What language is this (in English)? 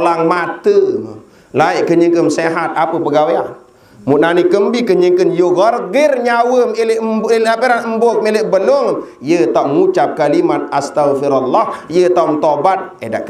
Sasak